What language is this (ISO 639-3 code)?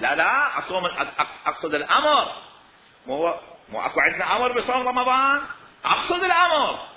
acm